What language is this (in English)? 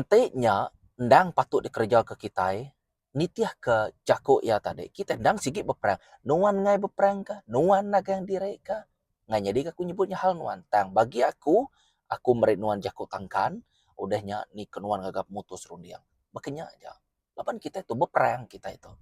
Iban